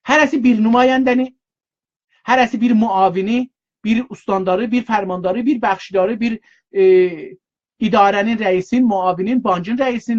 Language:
South Azerbaijani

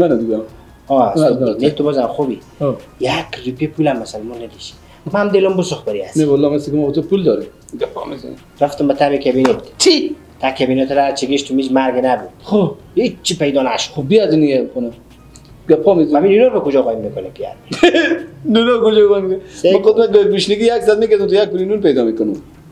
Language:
Persian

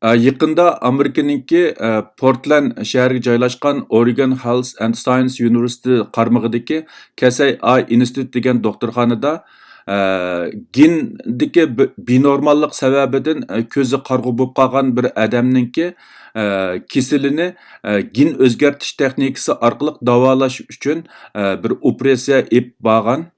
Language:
Uyghur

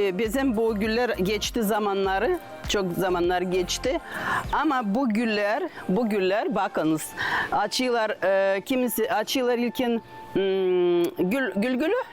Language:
Gagauz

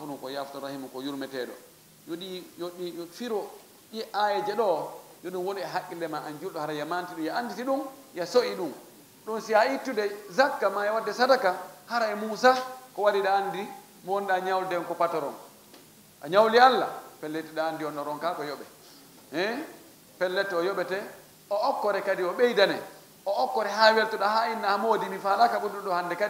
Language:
Fula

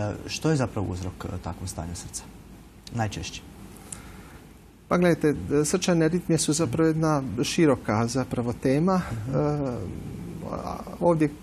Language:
Croatian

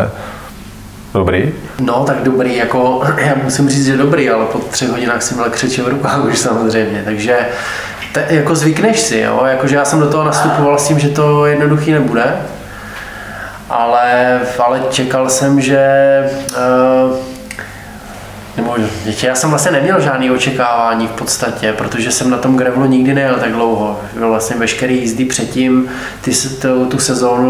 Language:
Czech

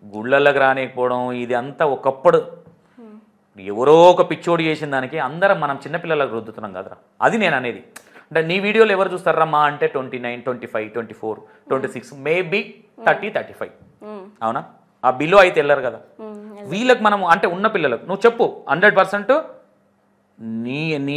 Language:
Telugu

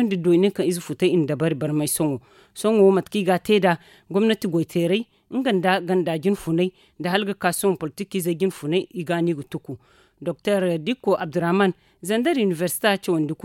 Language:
Zarma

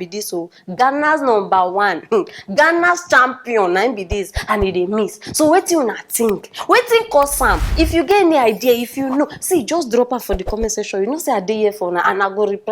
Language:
Nigerian Pidgin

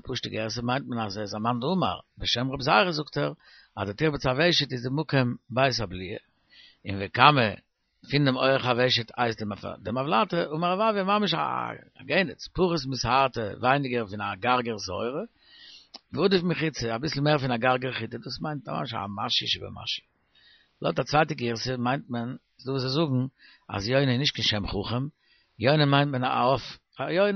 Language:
Yiddish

